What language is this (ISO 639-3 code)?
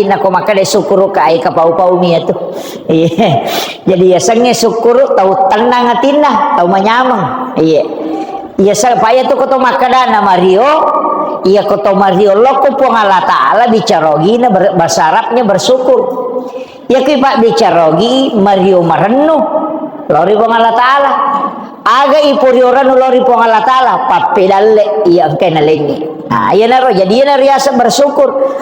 bug